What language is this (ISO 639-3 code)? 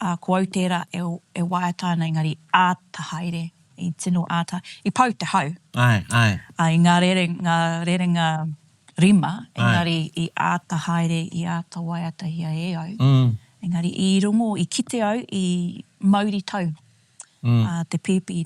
mri